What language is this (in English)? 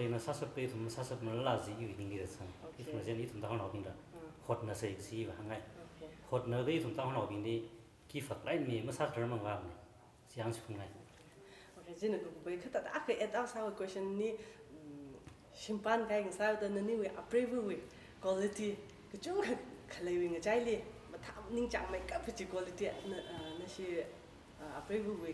Tangkhul Naga (India)